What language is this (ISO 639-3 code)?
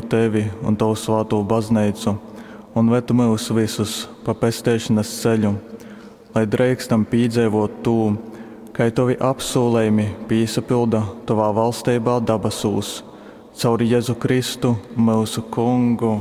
ltg